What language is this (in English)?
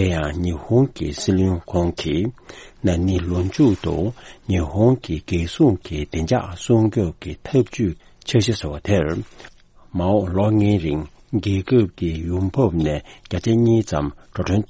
Tibetan